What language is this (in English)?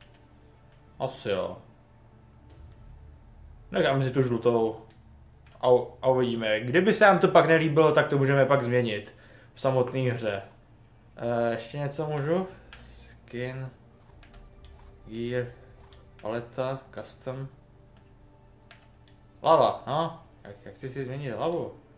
Czech